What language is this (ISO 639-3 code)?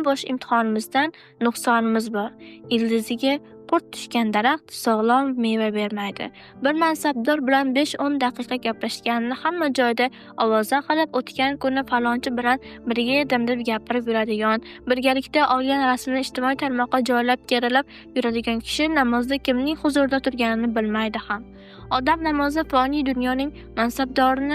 uzb